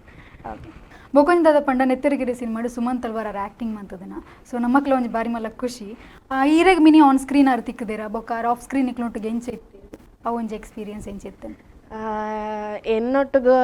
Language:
Tulu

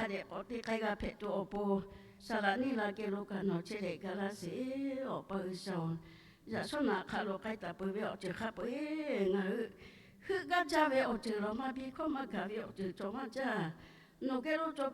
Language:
Lahu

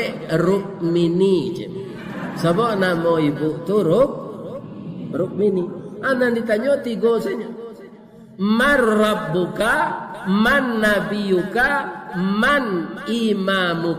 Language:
Minangkabau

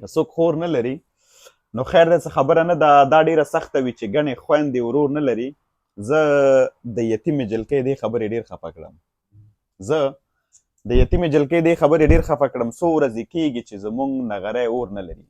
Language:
Pashto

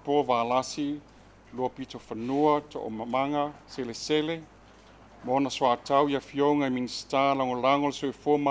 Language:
Samoan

